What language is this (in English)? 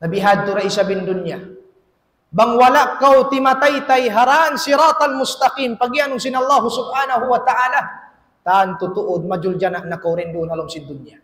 Tausug